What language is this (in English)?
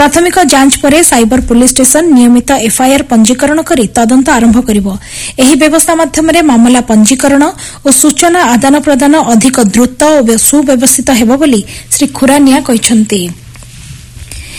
Odia